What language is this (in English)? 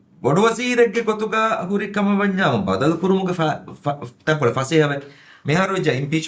Divehi